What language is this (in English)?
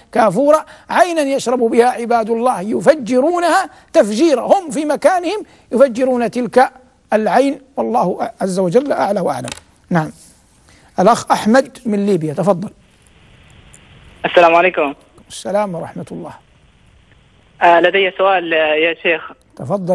Arabic